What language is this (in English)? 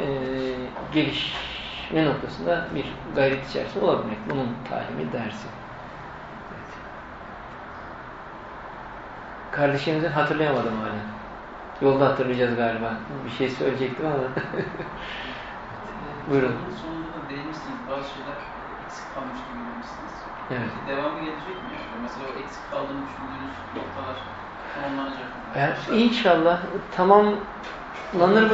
Turkish